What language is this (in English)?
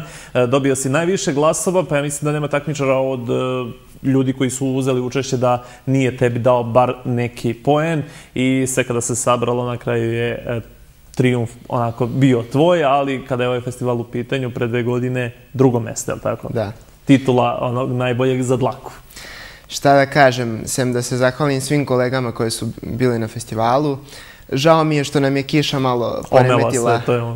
Serbian